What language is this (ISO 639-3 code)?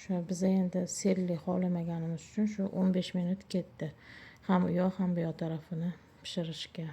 uzb